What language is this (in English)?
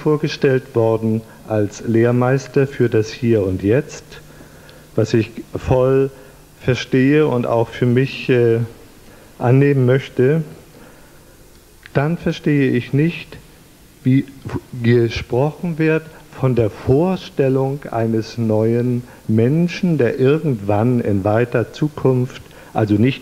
German